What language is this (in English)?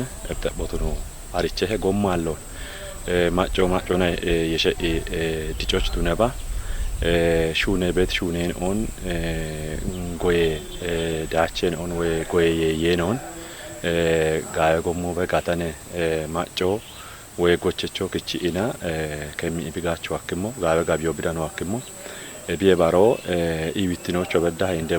Kafa